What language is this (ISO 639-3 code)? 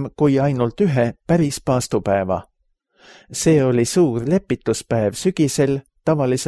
est